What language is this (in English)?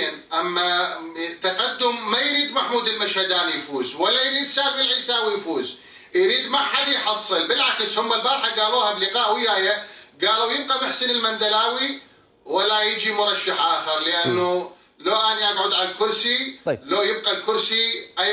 Mesopotamian Arabic